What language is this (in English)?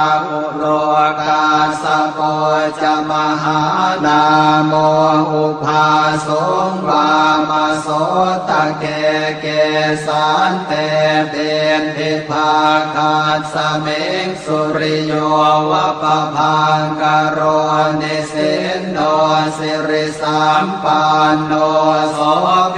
Pali